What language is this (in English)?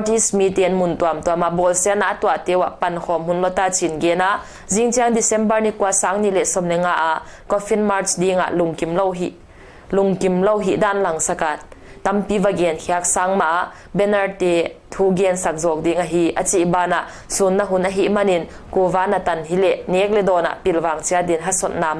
Paite Chin